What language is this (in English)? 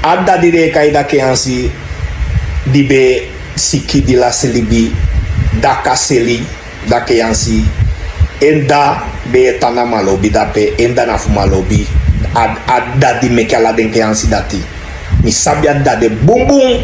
Sranan Tongo